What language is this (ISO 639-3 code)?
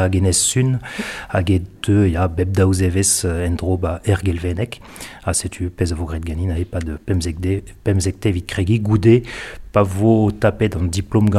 bre